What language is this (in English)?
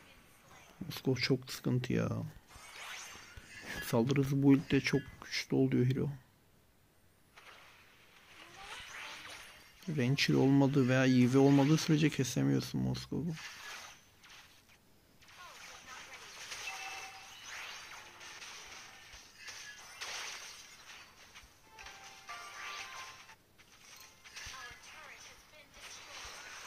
Turkish